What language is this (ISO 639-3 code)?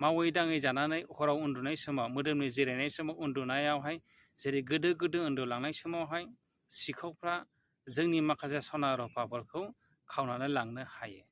brx